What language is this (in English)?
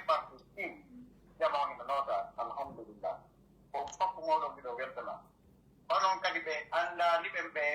Pular